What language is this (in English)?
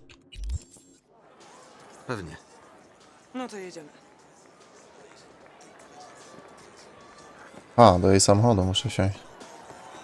Polish